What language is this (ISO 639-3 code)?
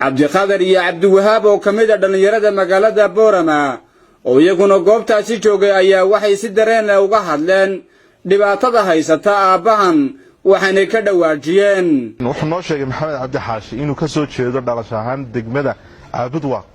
som